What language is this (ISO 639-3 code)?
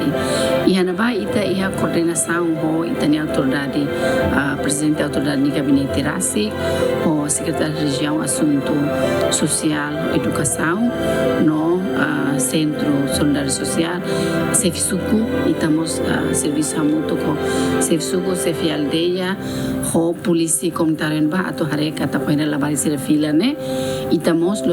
tet